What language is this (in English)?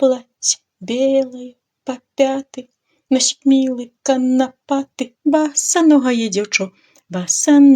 Belarusian